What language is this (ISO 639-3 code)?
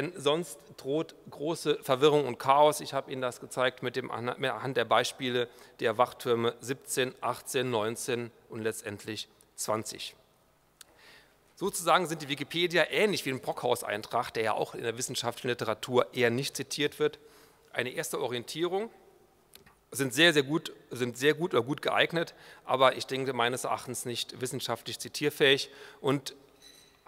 deu